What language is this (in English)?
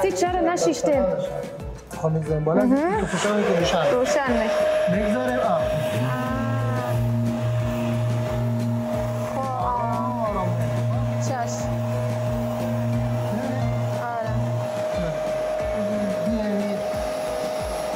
Persian